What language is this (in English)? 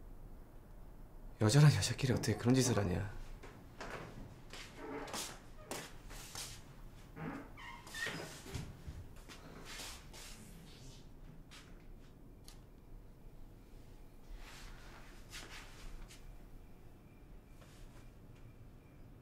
Korean